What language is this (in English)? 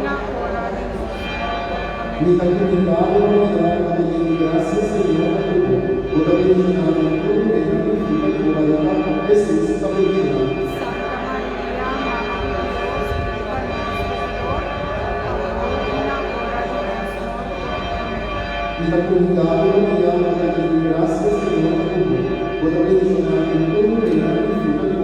Papiamento